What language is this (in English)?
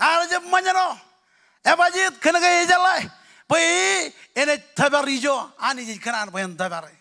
Marshallese